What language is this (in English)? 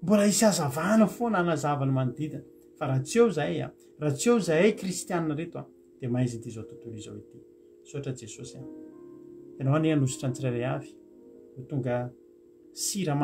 Malagasy